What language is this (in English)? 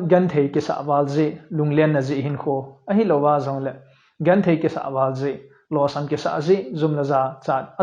Thado Chin